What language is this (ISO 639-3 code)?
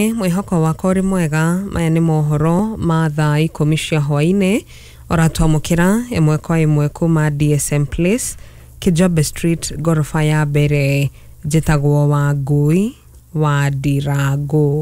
kik